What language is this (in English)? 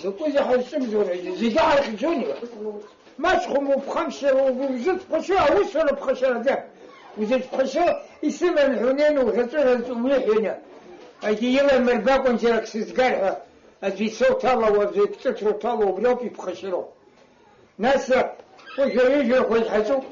Abkhazian